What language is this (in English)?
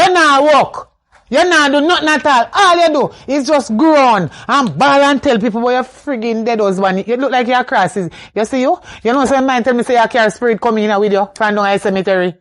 Jamaican Creole English